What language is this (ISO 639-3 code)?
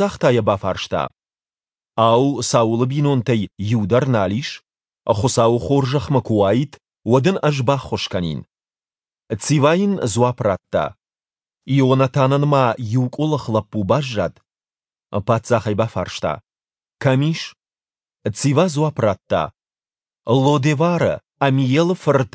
oss